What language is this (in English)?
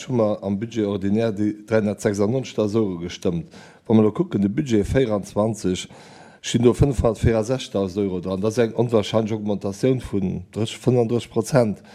Luxembourgish